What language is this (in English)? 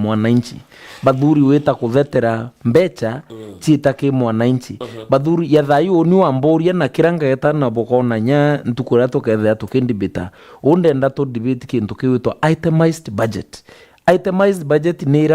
Meru